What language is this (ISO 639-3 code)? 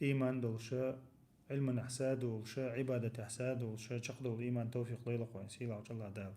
che